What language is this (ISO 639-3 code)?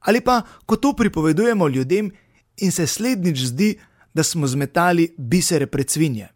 slv